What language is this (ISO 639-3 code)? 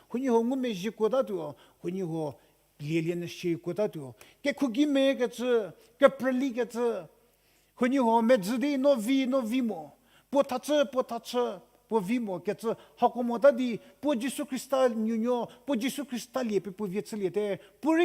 njm